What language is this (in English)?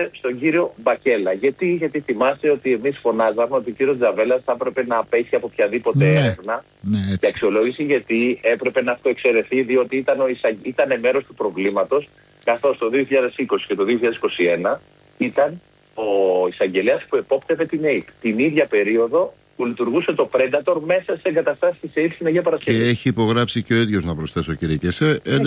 Greek